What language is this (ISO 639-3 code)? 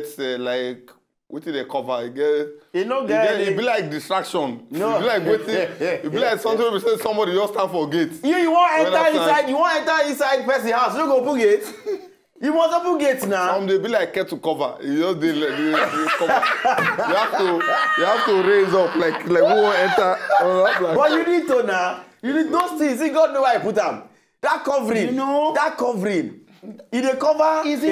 pcm